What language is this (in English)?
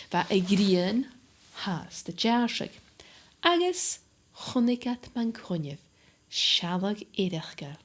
Scottish Gaelic